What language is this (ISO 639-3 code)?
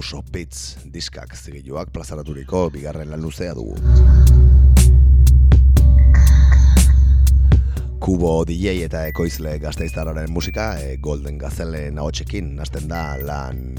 eus